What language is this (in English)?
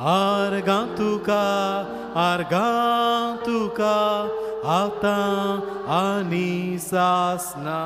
Konkani